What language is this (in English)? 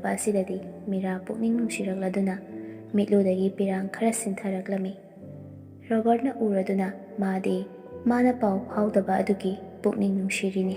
Manipuri